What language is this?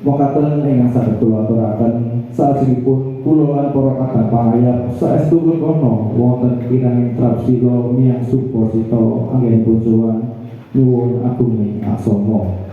Javanese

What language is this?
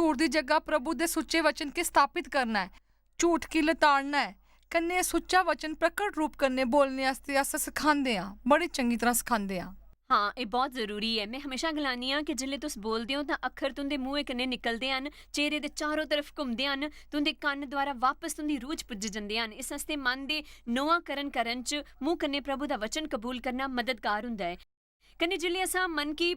Dogri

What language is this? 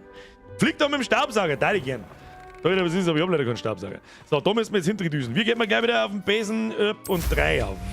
Bavarian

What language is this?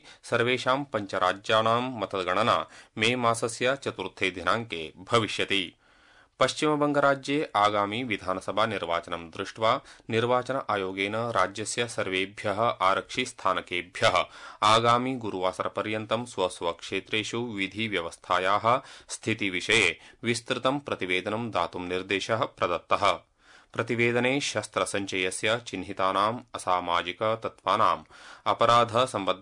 Sanskrit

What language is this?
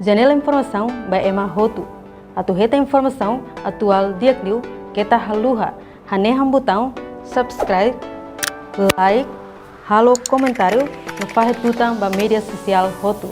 Tetum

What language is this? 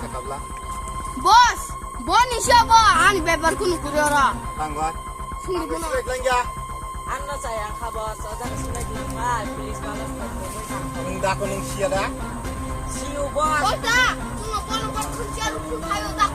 Kok Borok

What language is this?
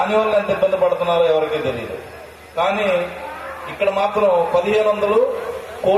Telugu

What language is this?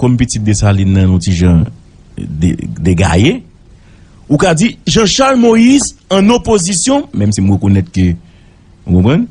Haitian Creole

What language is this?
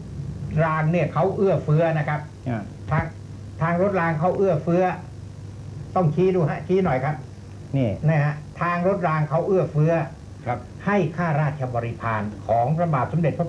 Thai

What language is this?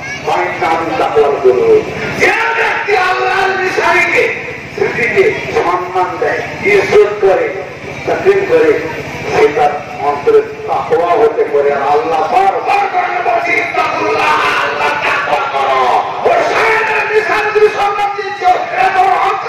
Bangla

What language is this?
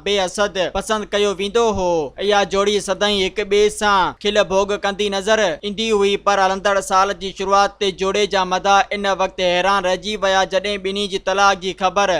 Sindhi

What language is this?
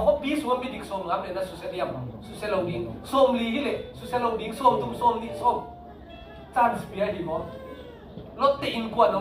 Tedim Chin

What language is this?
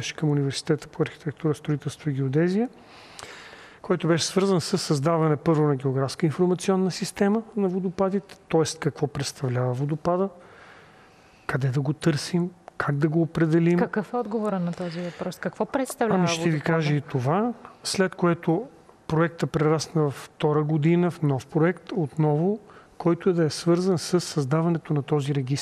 Bulgarian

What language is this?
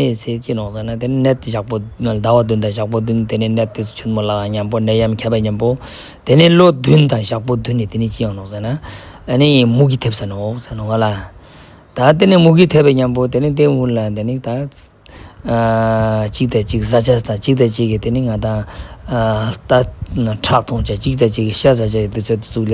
Ladakhi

